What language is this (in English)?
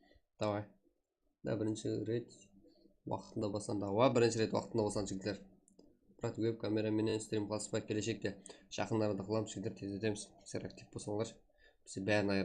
Kara-Kalpak